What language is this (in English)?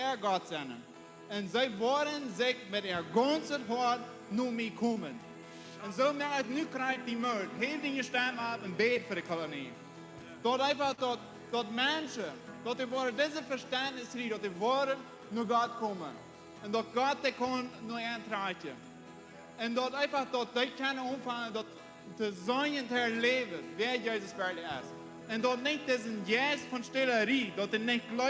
Plautdietsch